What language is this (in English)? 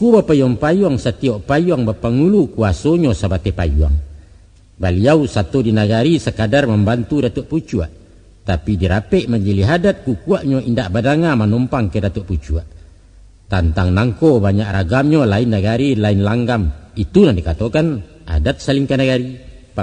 Minangkabau